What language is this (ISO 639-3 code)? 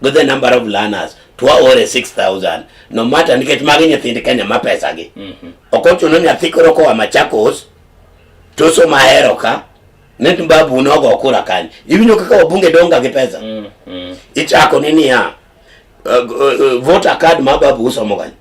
luo